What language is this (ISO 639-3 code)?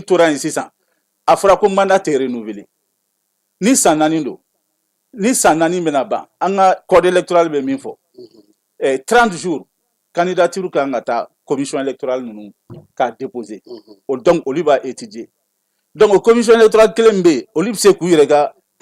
bam